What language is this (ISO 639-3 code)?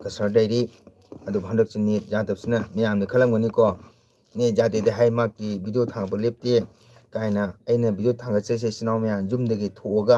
mni